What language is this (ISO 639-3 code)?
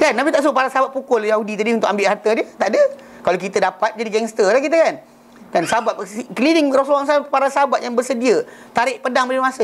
msa